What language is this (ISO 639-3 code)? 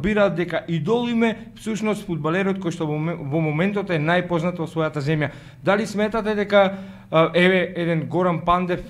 mkd